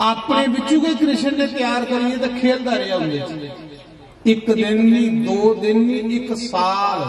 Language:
Dogri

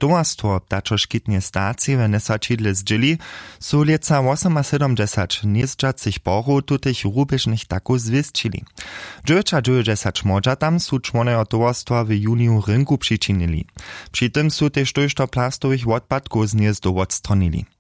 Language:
Upper Sorbian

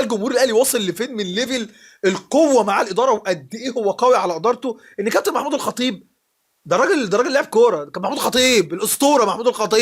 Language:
Egyptian Arabic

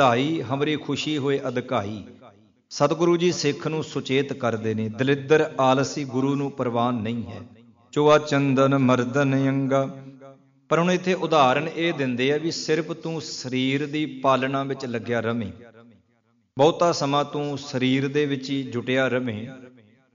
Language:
Punjabi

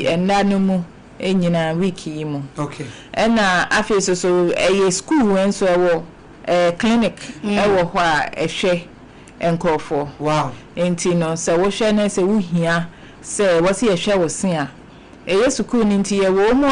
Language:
Akan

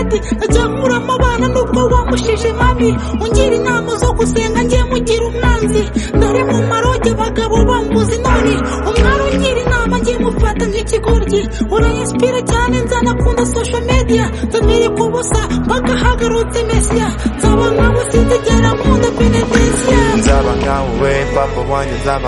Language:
Kinyarwanda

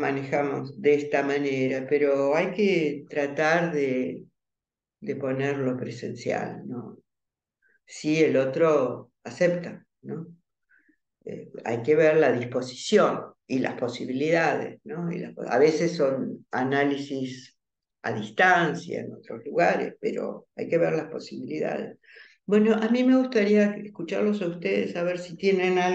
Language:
Spanish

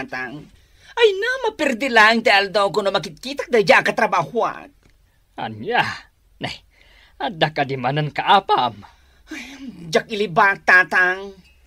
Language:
Iloko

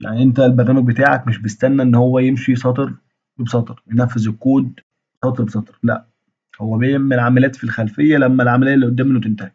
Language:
Egyptian Arabic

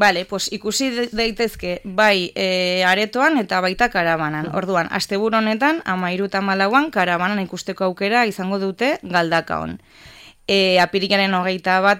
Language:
Basque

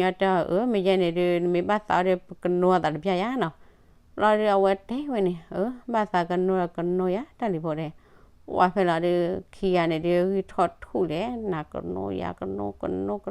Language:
S'gaw Karen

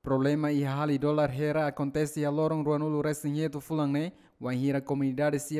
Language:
Tetum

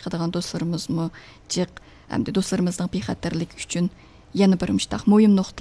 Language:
Uyghur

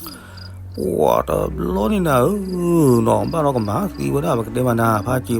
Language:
S'gaw Karen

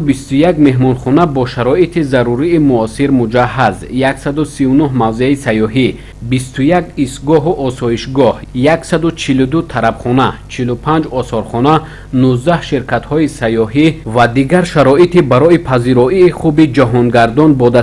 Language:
Tajik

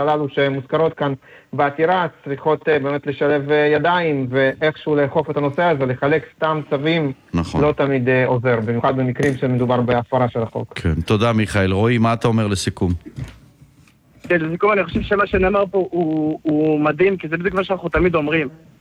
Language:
Hebrew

